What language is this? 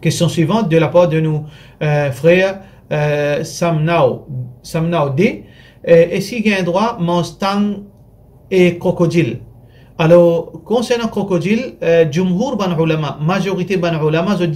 Morisyen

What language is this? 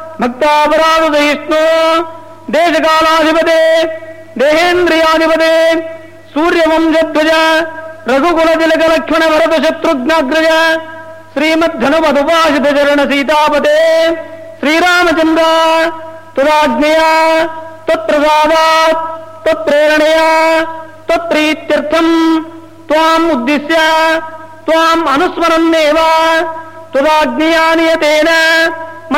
Sanskrit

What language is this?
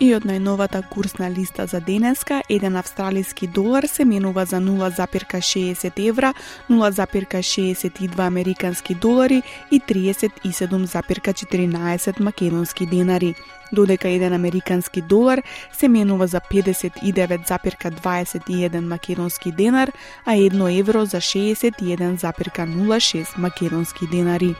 Macedonian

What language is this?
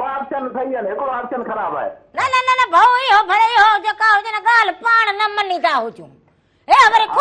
Sindhi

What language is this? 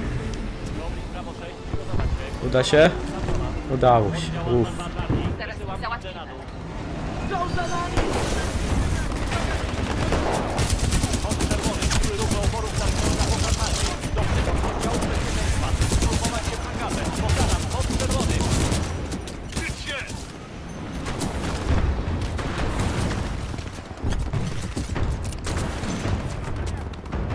Polish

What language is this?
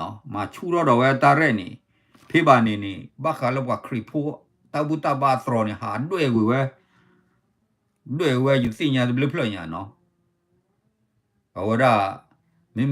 S'gaw Karen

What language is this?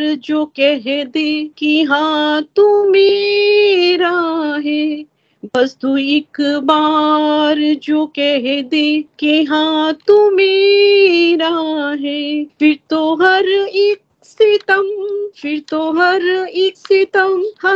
Hindi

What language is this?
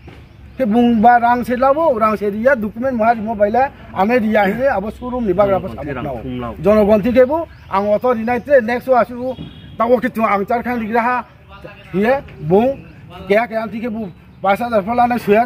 Riang (India)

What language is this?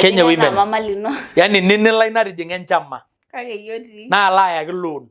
Masai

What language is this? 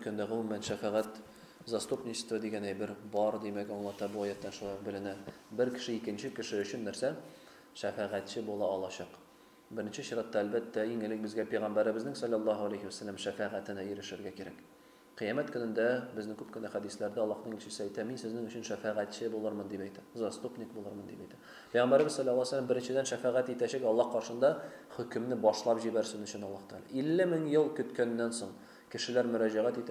Tatar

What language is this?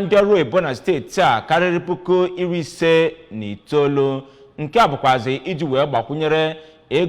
Igbo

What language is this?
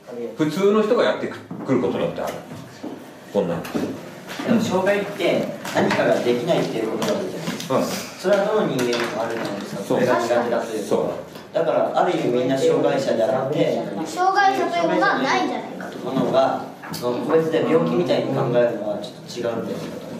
Japanese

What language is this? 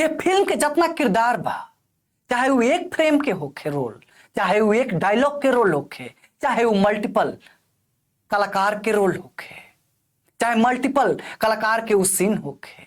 Bhojpuri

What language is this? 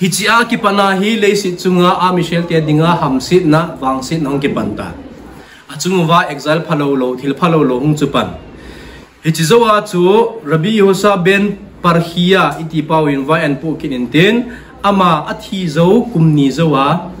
Thado Chin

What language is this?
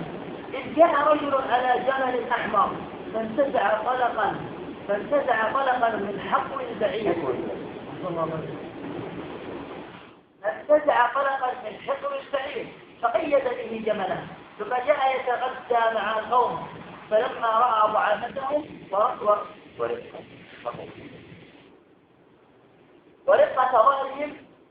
Arabic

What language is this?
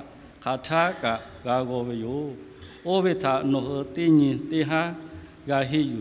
Lahu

